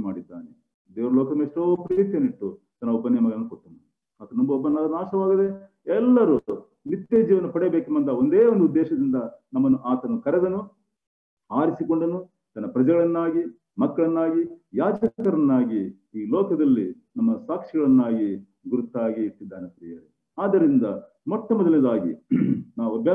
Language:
Kannada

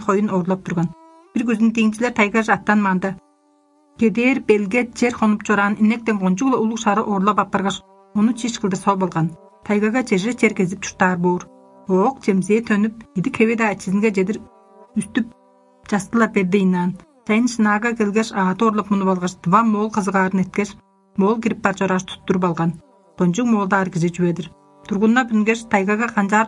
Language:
Tuvinian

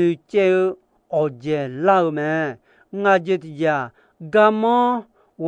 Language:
Akha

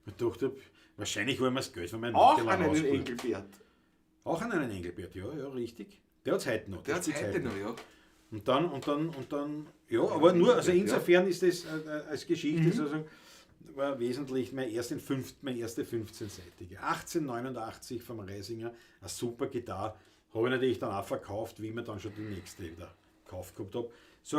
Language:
Bavarian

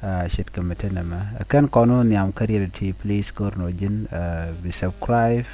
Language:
Nuer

